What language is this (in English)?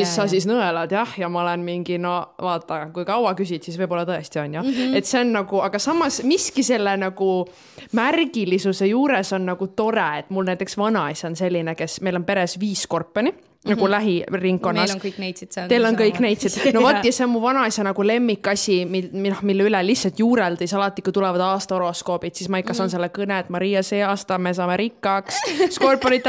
Estonian